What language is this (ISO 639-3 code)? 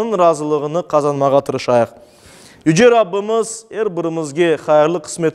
crh